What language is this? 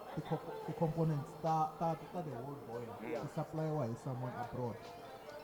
Tsonga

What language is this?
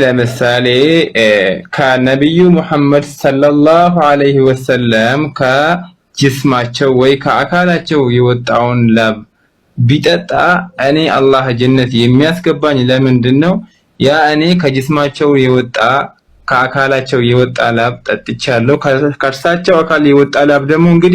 Amharic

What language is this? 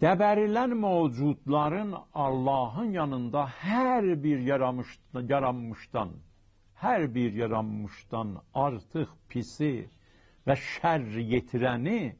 South Azerbaijani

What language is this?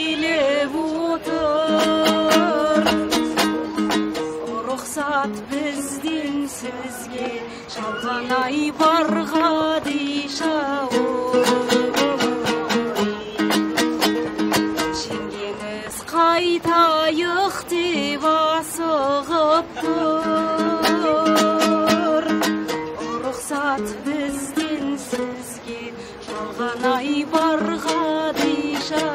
Kazakh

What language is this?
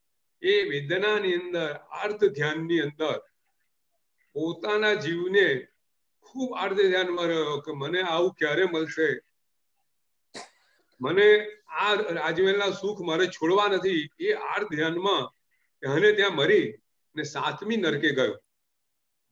Gujarati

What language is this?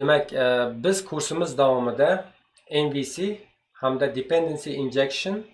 Uzbek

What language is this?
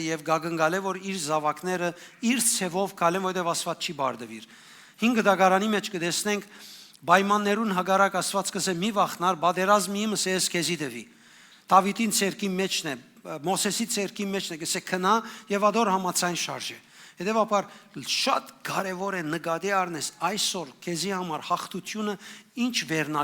Western Armenian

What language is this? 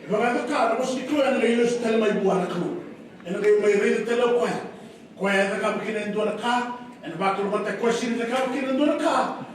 Fijian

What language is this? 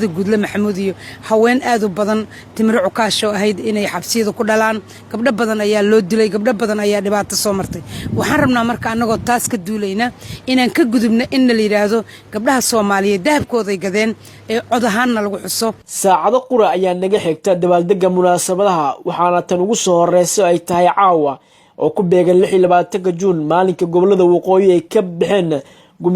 Somali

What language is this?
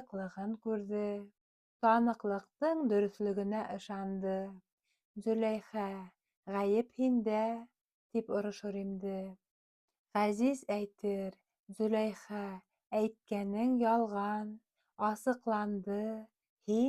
Bashkir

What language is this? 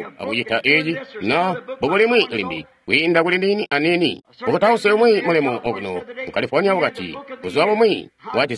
Tonga (Zambia)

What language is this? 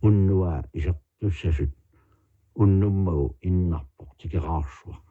Kalaallisut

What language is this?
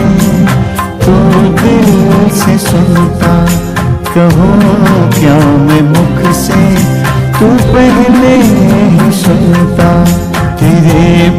Hindi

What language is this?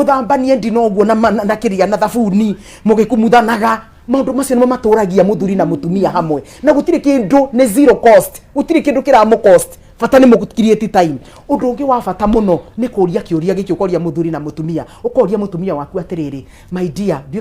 Kikuyu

